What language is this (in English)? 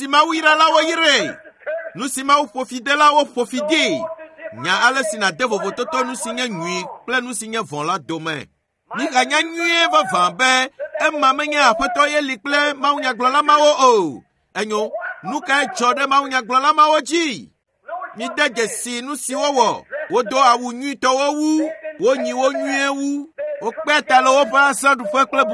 Ewe